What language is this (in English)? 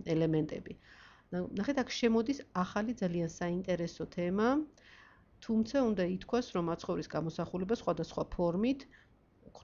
Georgian